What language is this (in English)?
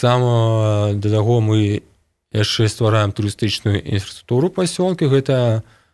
Belarusian